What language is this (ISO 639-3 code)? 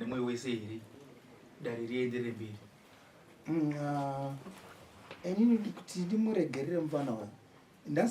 sna